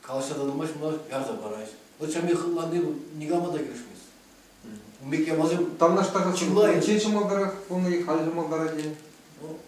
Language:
Chuvash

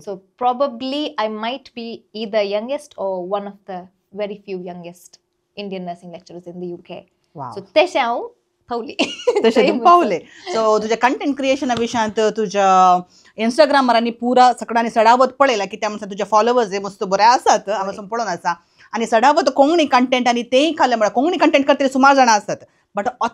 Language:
Konkani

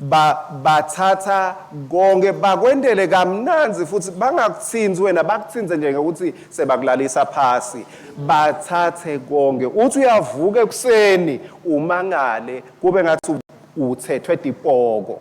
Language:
Swati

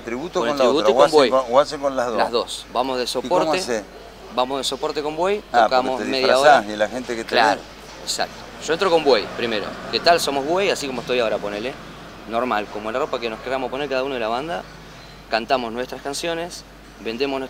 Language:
Spanish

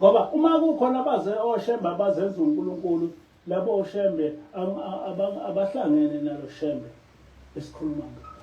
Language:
Zulu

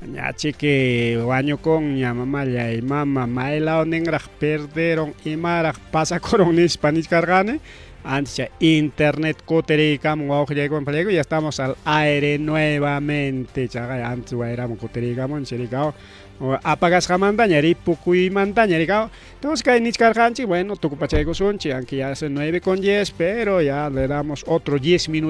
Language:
Ayacucho Quechua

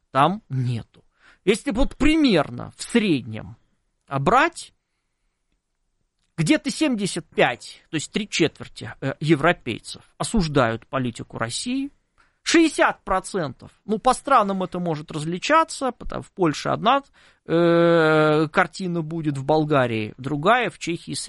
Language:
Russian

